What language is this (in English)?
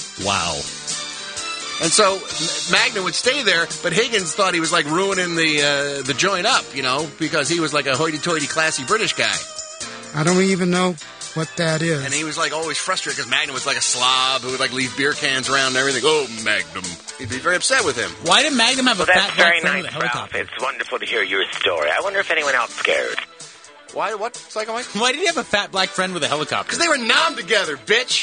English